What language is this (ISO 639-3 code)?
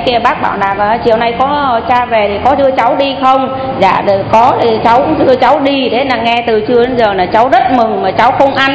vie